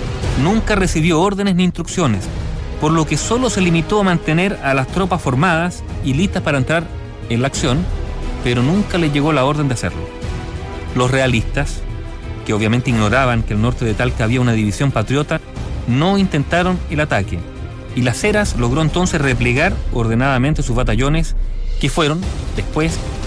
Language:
Spanish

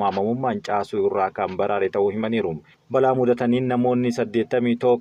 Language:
Oromo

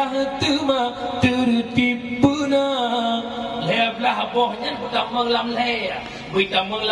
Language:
Achinese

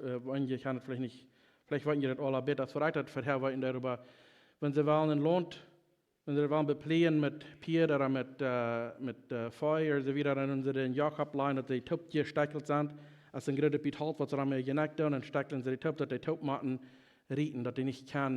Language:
Plautdietsch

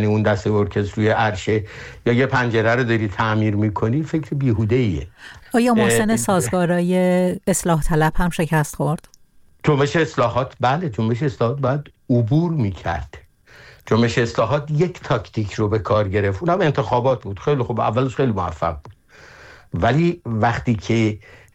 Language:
Persian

